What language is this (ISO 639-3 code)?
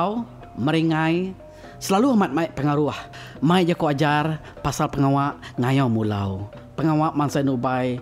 iba